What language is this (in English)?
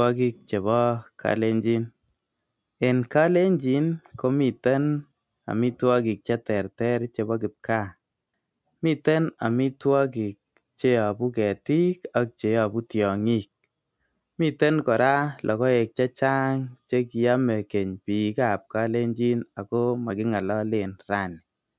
Kalenjin